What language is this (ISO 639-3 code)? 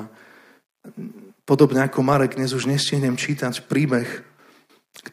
slk